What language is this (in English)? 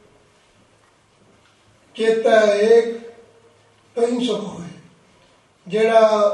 Punjabi